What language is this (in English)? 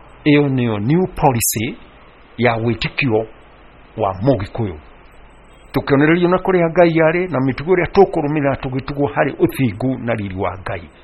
Kikuyu